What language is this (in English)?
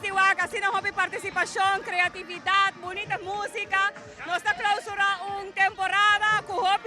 Papiamento